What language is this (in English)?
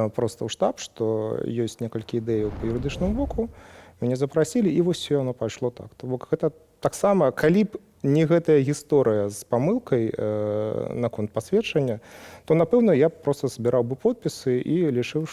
Belarusian